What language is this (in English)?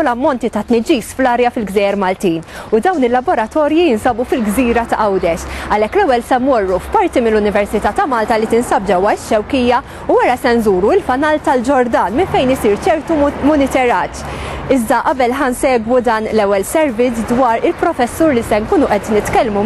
Maltese